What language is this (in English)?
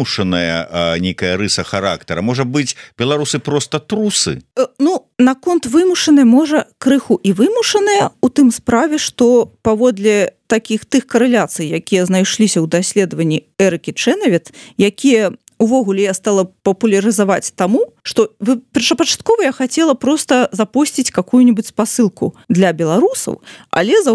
Belarusian